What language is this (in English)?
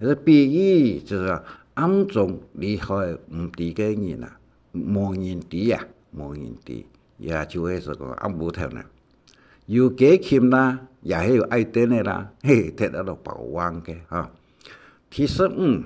Hakka Chinese